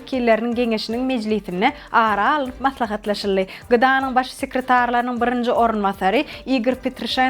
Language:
Turkmen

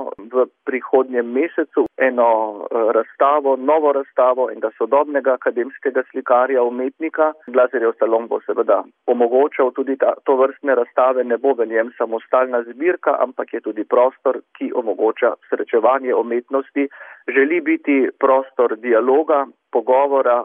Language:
Slovenian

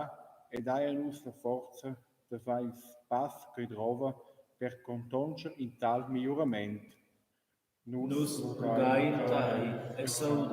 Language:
Romansh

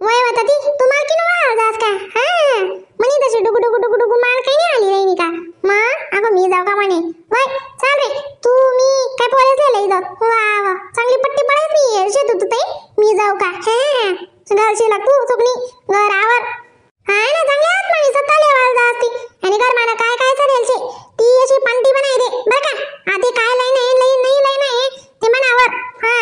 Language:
Khandesi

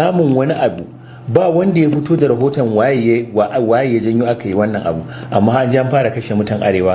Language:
Hausa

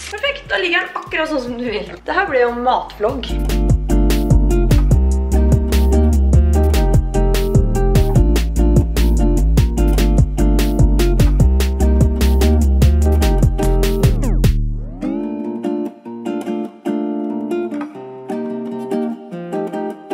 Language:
Norwegian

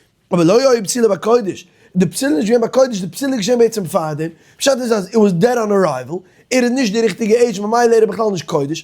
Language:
Yiddish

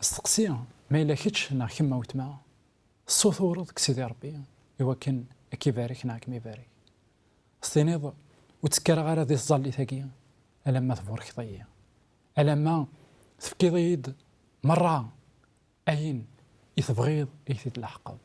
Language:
Kabyle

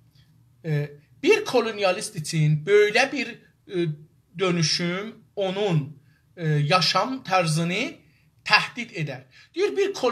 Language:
South Azerbaijani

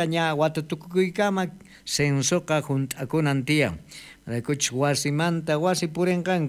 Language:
South Bolivian Quechua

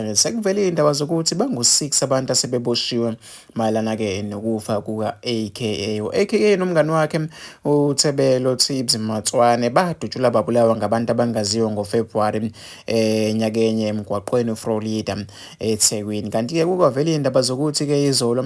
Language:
Zulu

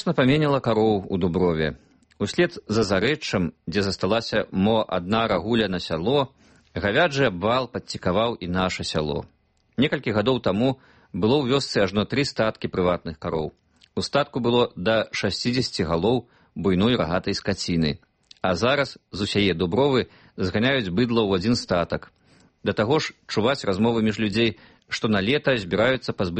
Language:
Belarusian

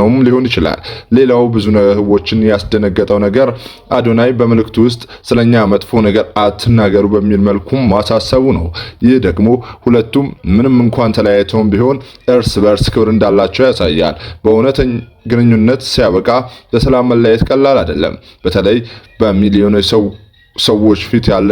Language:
Amharic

